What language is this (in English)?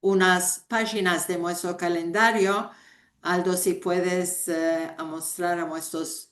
Ladino